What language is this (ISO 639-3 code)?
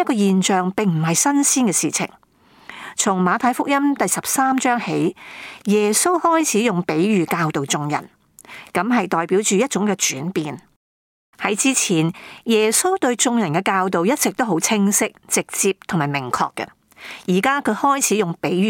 yue